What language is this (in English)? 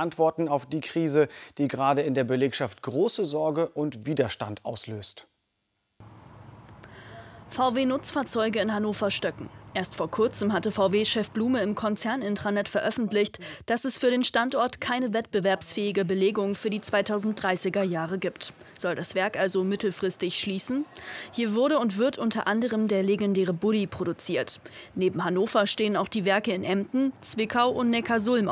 German